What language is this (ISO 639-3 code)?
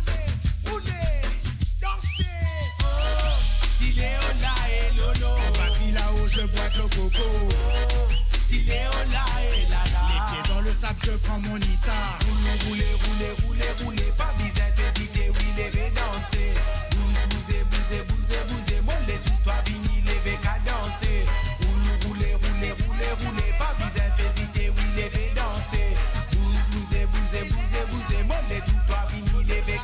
mfe